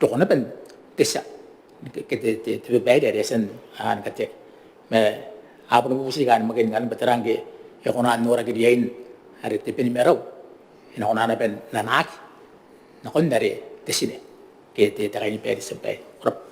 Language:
Gilbertese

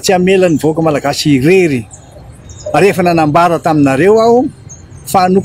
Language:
Malagasy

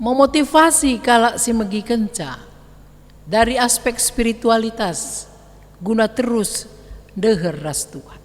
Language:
Batak Karo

